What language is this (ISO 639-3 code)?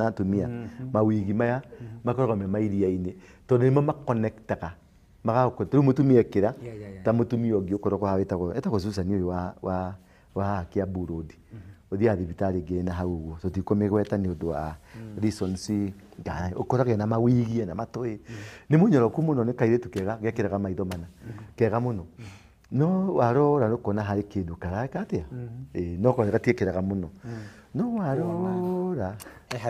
kik